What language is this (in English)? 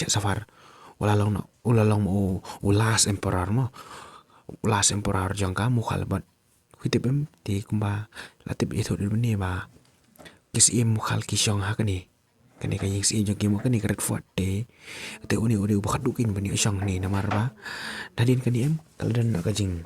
Khasi